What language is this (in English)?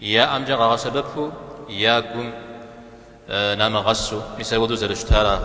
Kabardian